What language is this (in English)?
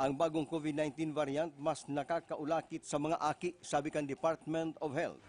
Bikol